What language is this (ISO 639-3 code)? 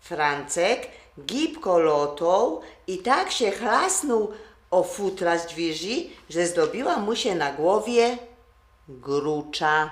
szl